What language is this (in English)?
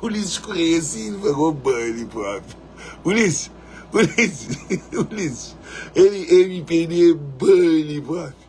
Kabuverdianu